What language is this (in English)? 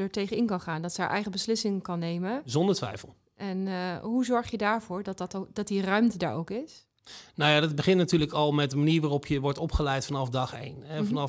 Dutch